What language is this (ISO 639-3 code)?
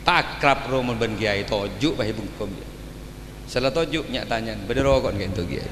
mad